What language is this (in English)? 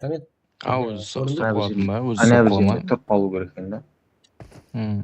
Kara-Kalpak